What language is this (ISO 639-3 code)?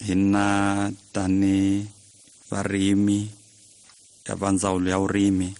tso